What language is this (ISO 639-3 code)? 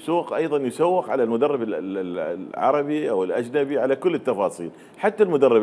acm